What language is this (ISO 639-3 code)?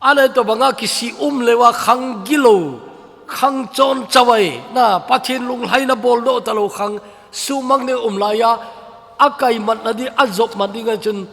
tcz